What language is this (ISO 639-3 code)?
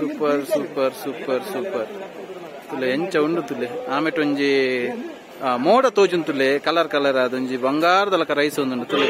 tcy